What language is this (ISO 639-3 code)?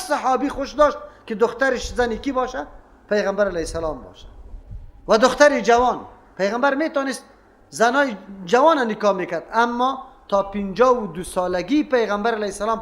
fas